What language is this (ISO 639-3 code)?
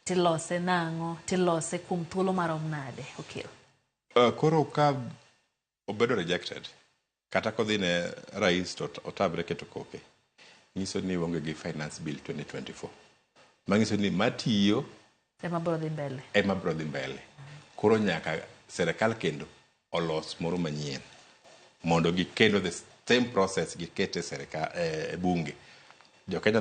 luo